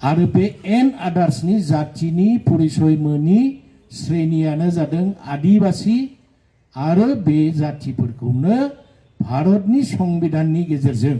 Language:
Bodo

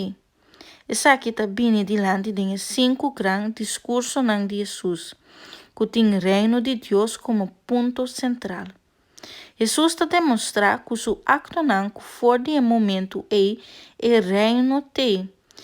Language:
Papiamento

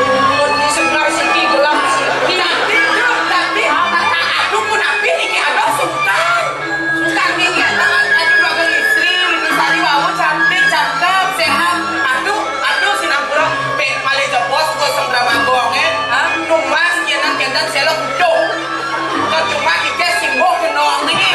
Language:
Balinese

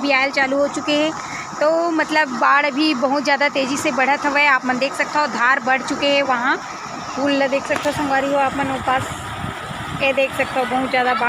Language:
Chhattisgarhi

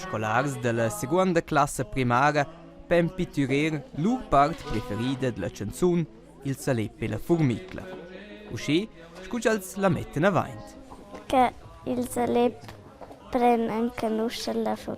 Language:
Romansh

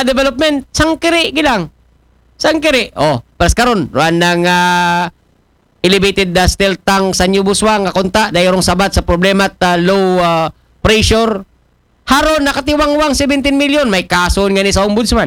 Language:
Aklanon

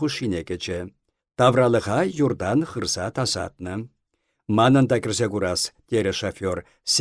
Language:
Chuvash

